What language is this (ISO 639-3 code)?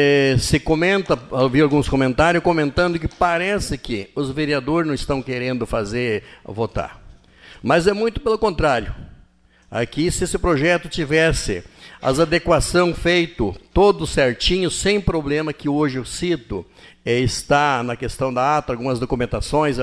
por